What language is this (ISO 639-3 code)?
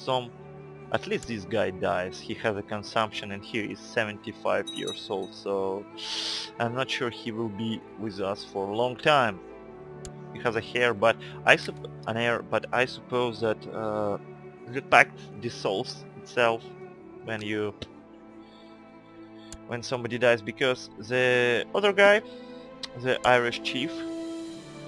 eng